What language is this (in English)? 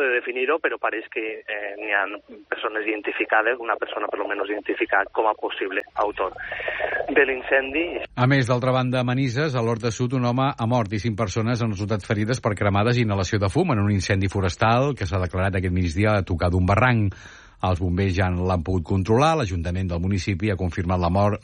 Catalan